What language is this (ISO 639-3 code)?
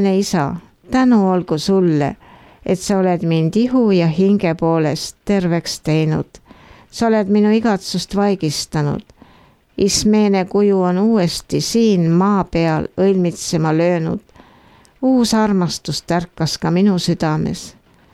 est